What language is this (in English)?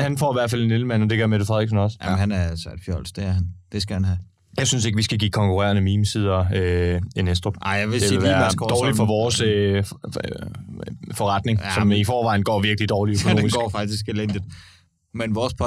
Danish